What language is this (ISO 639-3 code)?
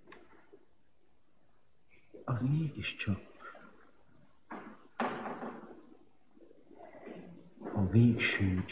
hun